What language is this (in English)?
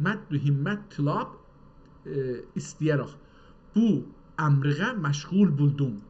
South Azerbaijani